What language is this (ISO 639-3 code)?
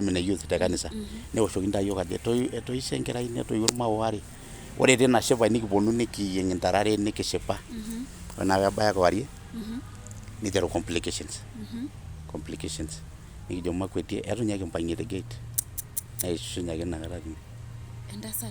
mas